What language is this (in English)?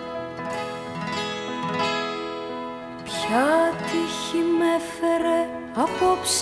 Greek